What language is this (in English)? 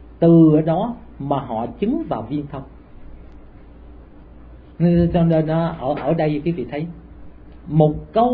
Vietnamese